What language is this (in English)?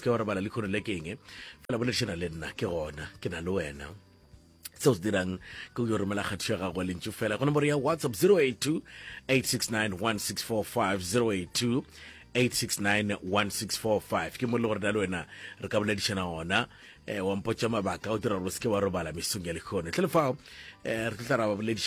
Northern Sotho